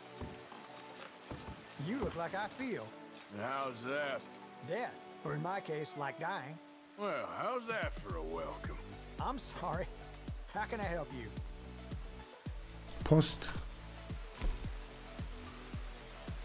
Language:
English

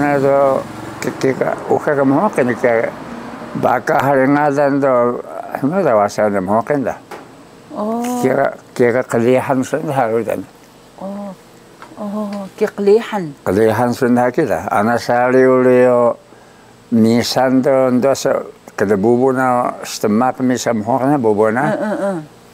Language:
Taroko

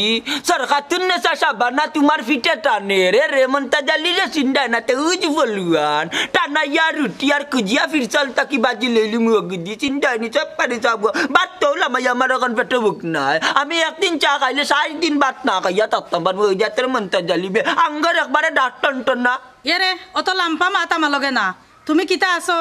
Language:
Sylheti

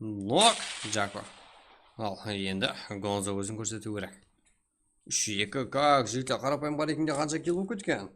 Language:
Kara-Kalpak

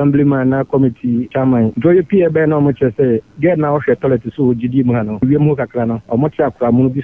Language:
Akan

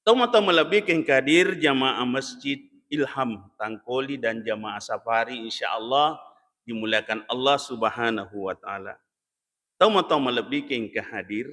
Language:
Buginese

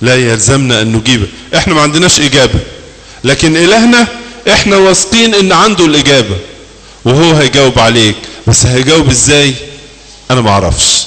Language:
Egyptian Arabic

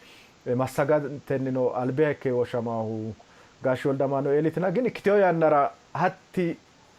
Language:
Sidamo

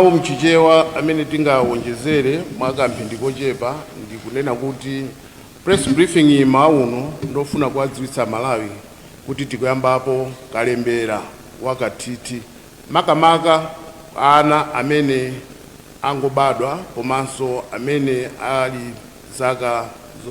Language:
Nyanja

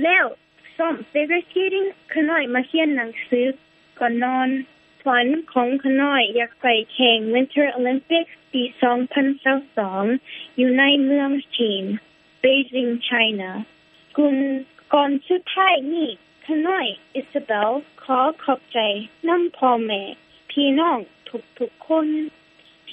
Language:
Lao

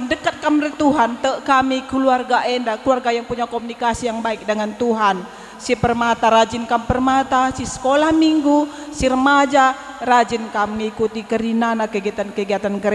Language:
Batak Karo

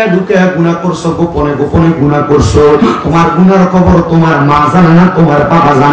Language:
Sylheti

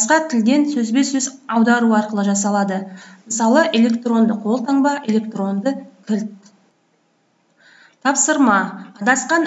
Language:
Kazakh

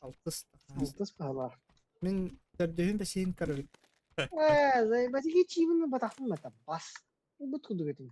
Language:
Yakut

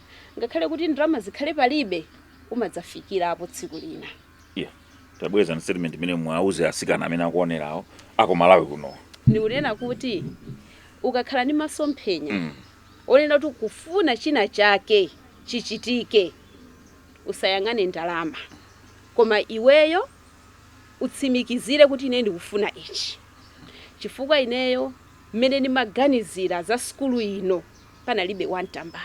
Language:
Nyanja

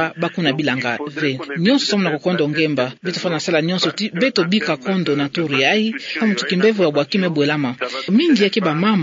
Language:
Kituba (Democratic Republic of Congo)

